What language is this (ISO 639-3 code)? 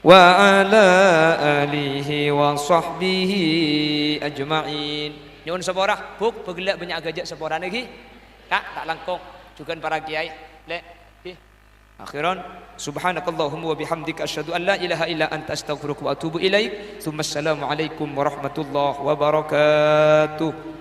mad